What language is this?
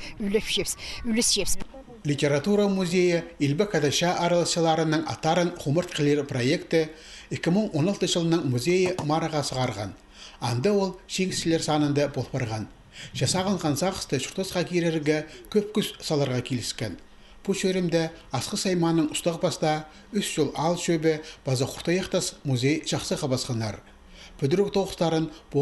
Khakas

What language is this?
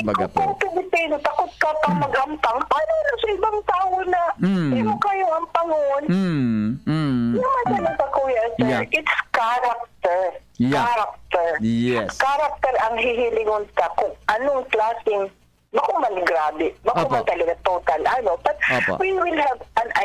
Bikol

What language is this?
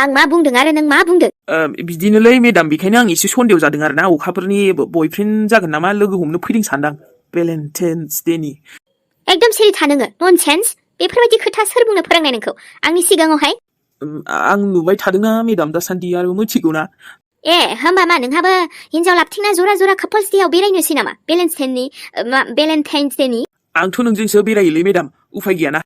Bodo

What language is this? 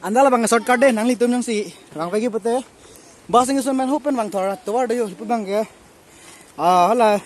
Karbi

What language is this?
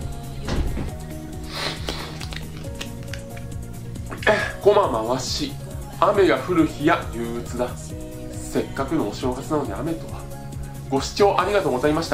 Japanese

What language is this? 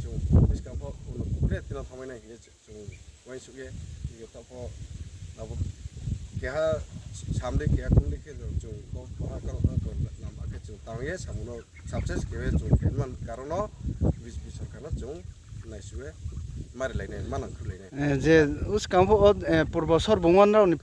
Riang (India)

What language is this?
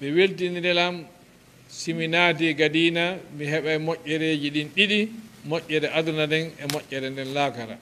Fula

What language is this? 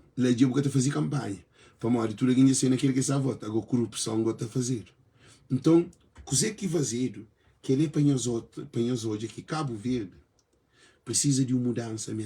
Kabuverdianu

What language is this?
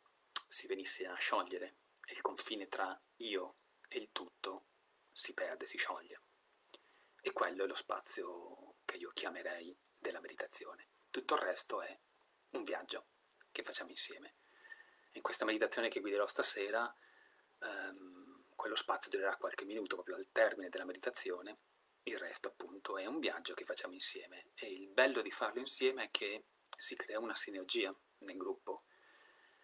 Italian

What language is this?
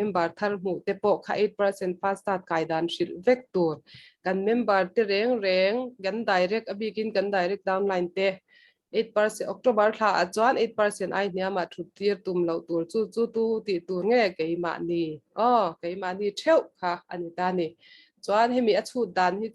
Mizo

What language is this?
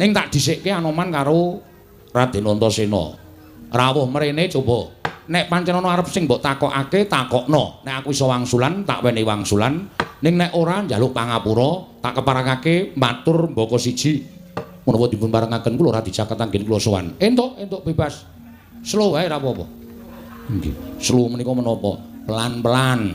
Javanese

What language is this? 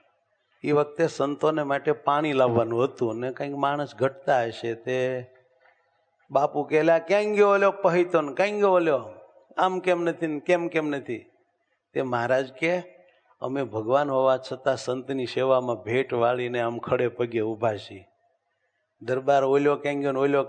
Gujarati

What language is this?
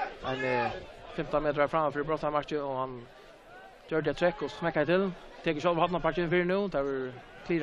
Faroese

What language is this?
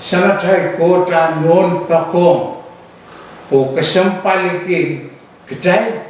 Pohnpeian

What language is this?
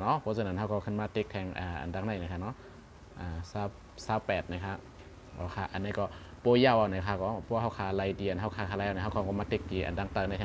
Shan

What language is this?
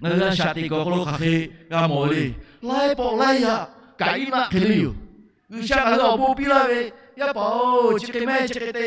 Lahu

